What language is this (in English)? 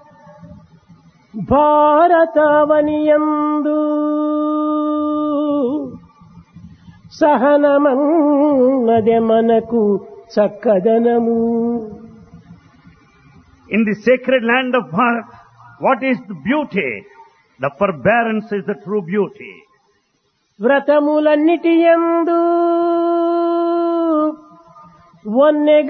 Telugu